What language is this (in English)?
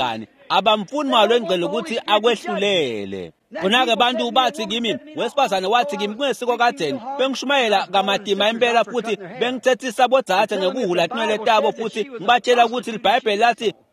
Swati